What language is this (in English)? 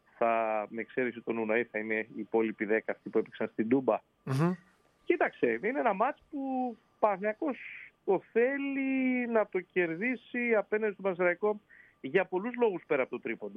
Greek